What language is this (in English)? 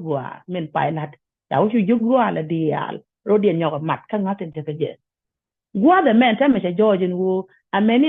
Nuer